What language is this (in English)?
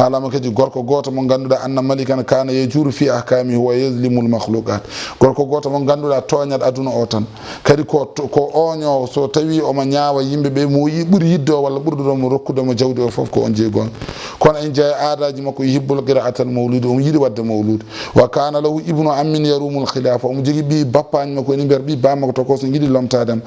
Fula